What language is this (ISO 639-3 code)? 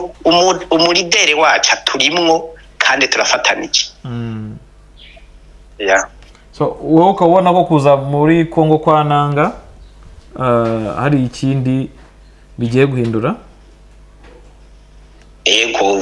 kin